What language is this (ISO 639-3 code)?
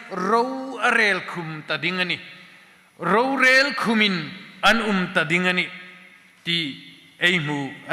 hmr